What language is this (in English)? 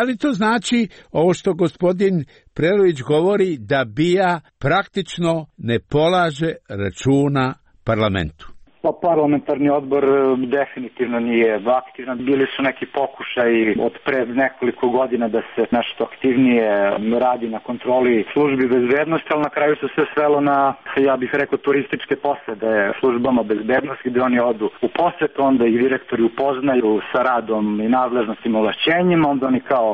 Serbian